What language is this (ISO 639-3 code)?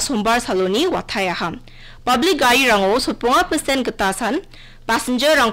grt